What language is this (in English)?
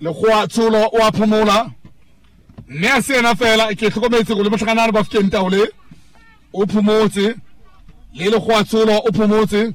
Southern Sotho